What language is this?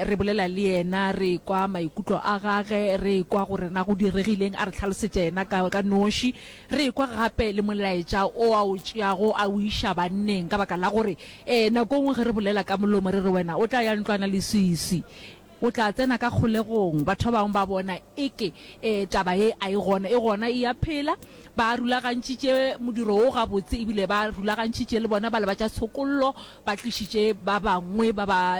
Northern Sotho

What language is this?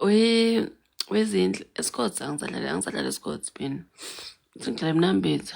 Zulu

